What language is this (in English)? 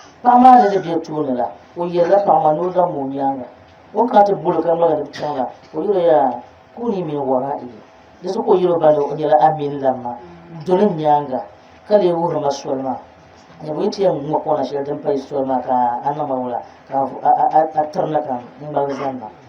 Dagbani